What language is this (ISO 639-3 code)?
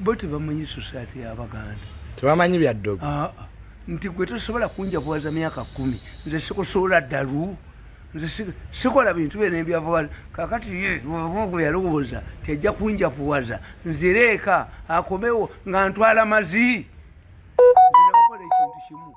lug